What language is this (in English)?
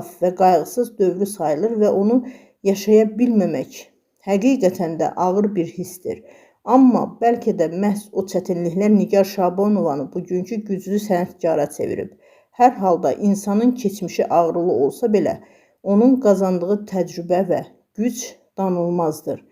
Azerbaijani